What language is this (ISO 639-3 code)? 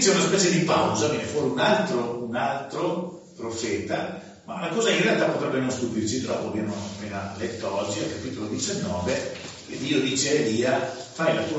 ita